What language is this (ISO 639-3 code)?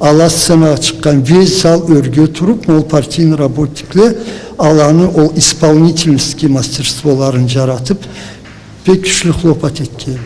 krc